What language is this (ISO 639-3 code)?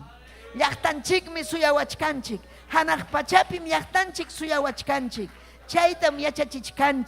quy